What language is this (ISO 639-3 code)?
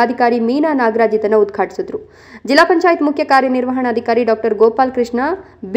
kan